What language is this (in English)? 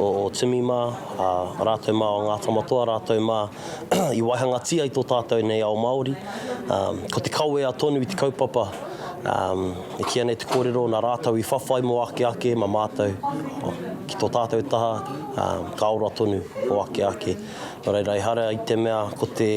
Māori